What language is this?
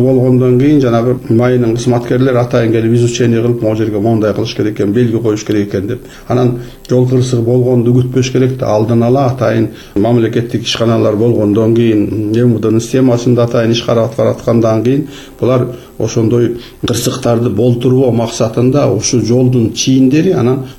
Kyrgyz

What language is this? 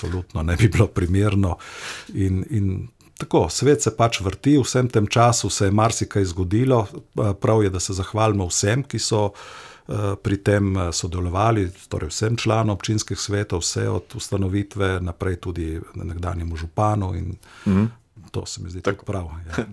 Slovenian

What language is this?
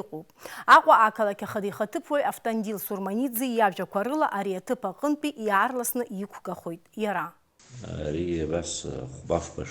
Abkhazian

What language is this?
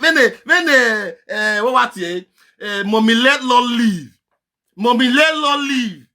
Nigerian Pidgin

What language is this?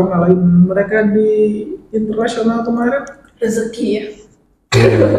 Indonesian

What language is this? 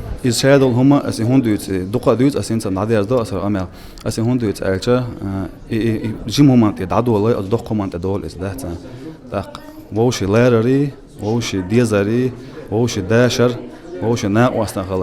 Chechen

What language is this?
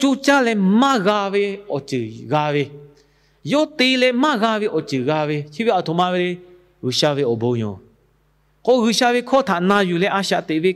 Lahu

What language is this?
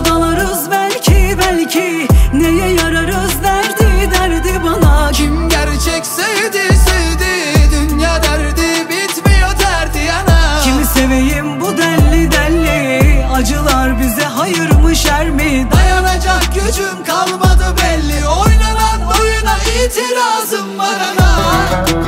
Turkish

